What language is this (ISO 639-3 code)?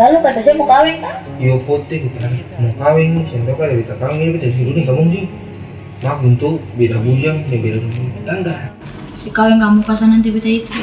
abs